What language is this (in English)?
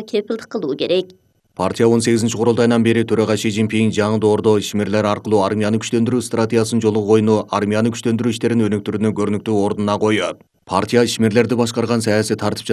Kyrgyz